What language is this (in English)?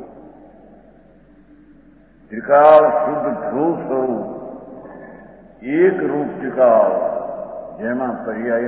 Gujarati